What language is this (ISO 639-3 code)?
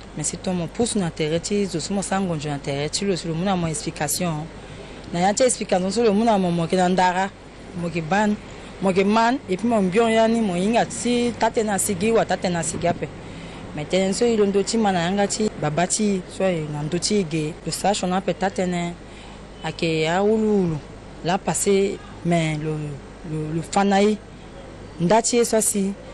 sag